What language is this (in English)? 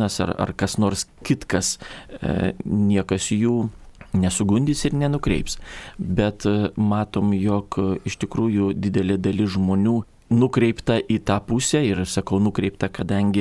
Lithuanian